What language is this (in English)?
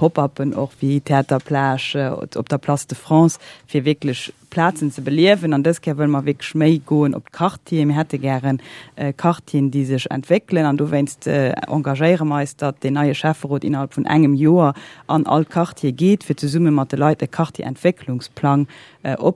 Luxembourgish